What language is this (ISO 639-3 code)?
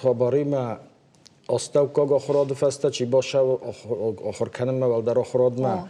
oss